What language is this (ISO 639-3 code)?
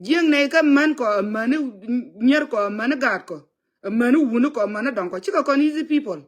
nus